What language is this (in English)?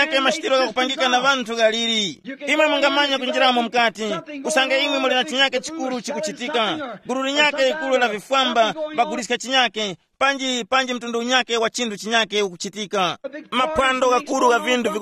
Tumbuka